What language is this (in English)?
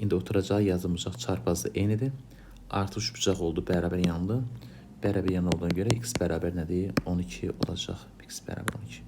Azerbaijani